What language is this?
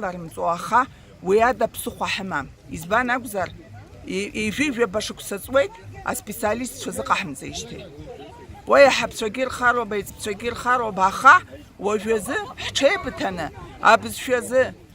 Abkhazian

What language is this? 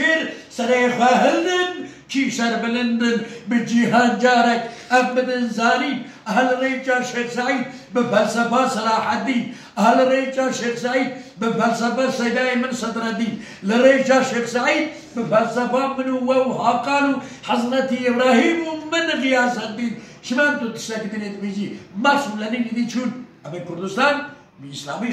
Kurdish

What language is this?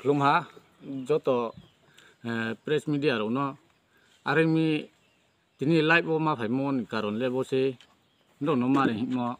Riang (India)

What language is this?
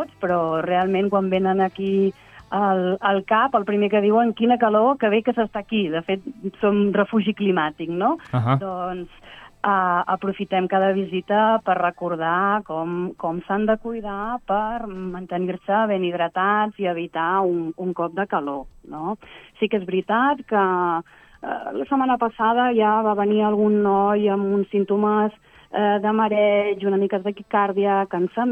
Catalan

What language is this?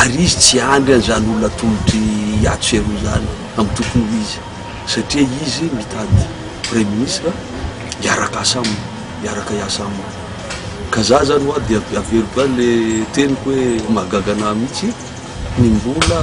Malagasy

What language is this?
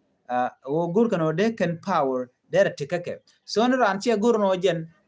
Nuer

